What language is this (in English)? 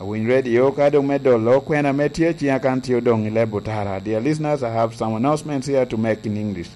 Lango (Uganda)